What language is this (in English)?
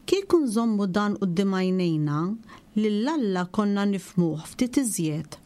Maltese